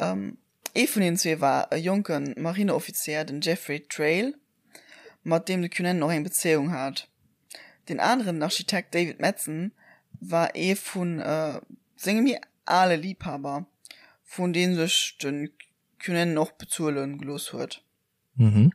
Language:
Luxembourgish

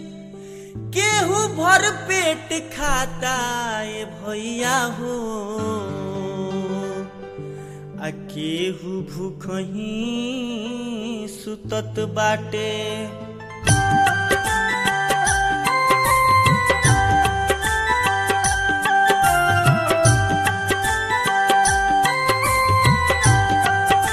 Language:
Bhojpuri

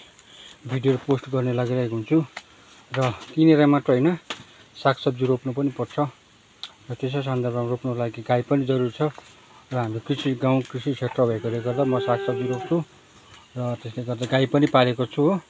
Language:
Nepali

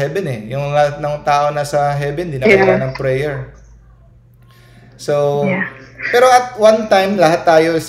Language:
Filipino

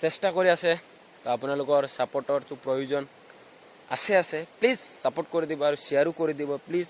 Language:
Assamese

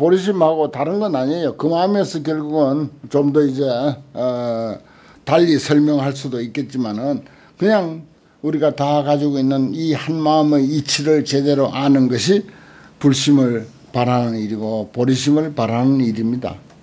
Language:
Korean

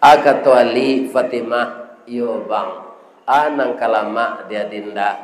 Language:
Minangkabau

